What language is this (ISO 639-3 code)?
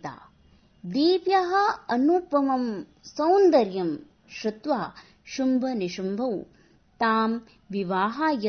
san